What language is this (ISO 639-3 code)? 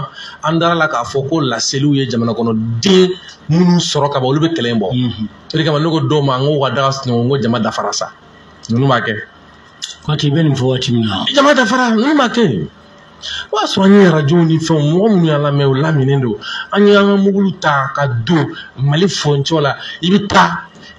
bam